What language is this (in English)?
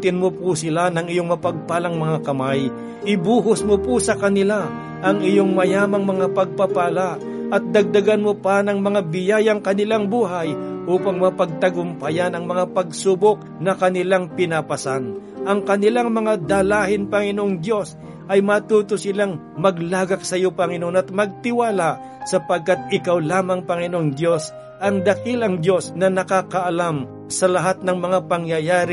Filipino